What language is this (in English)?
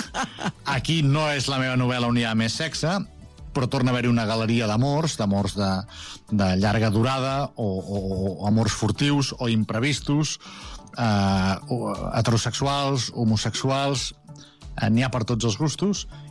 Catalan